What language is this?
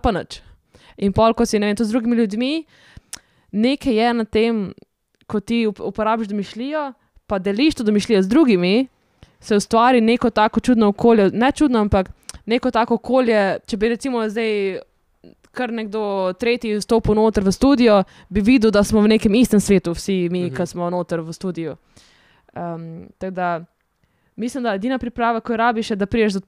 Slovenian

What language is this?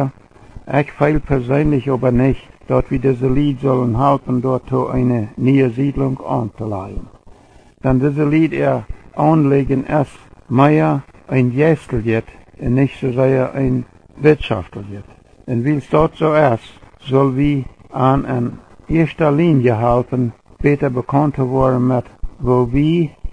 Plautdietsch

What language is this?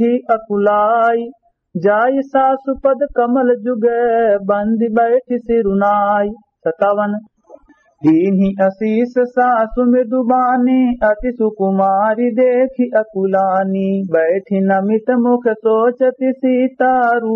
Awadhi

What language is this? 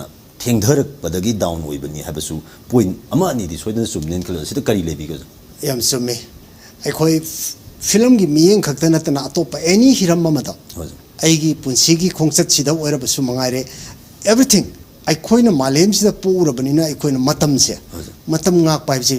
Manipuri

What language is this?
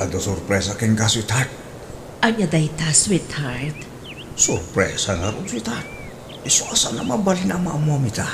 Iloko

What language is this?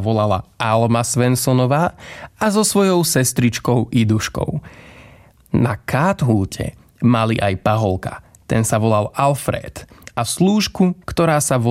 Slovak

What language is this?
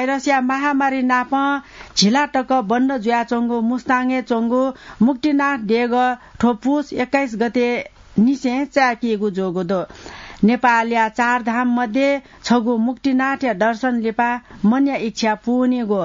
Newari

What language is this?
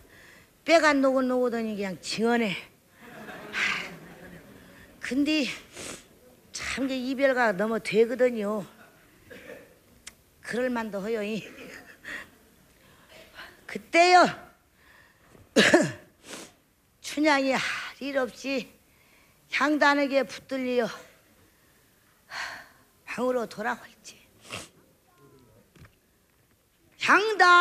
Korean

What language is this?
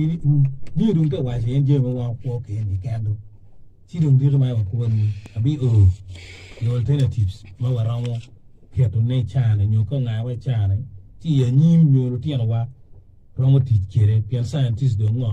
Acoli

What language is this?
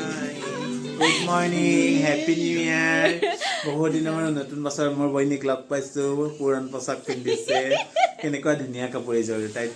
Assamese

